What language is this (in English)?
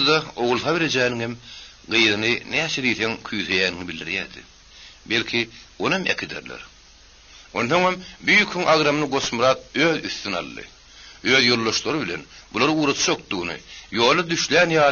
Turkmen